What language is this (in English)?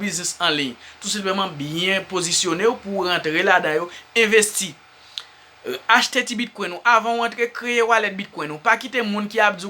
Haitian Creole